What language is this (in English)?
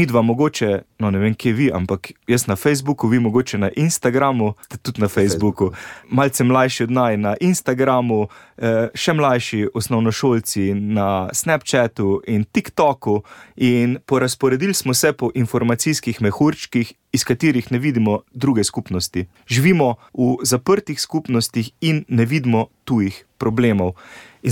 Slovenian